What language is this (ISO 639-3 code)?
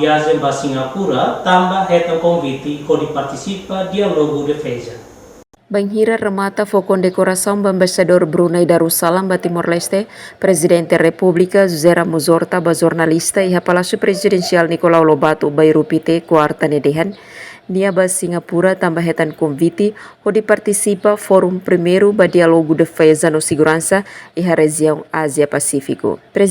tet